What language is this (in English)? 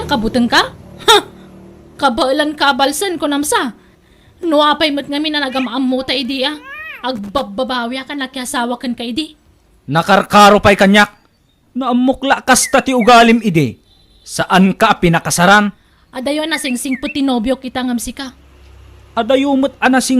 Iloko